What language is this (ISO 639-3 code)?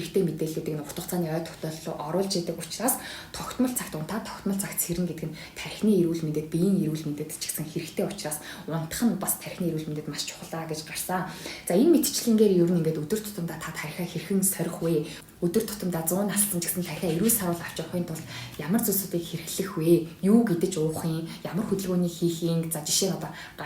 mon